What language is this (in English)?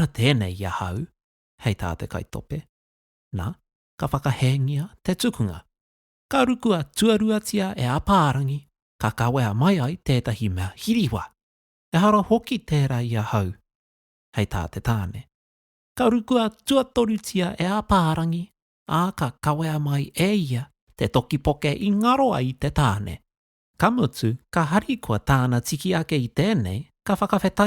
Māori